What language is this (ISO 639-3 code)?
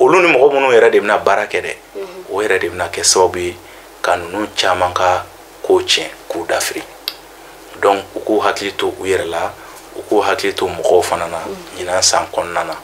bam